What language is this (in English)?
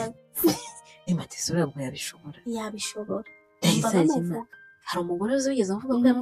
Kinyarwanda